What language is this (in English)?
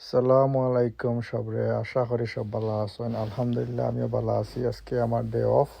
Sylheti